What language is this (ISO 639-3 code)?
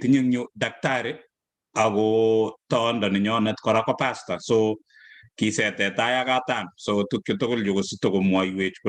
kln